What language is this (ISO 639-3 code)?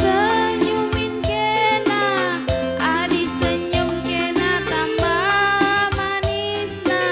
btx